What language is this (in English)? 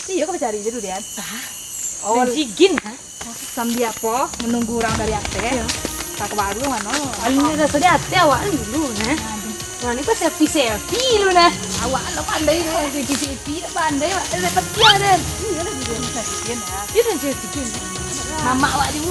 Minangkabau